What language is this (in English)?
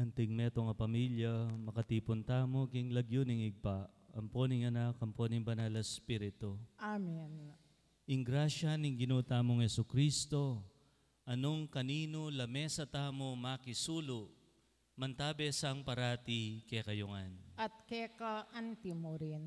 Pampanga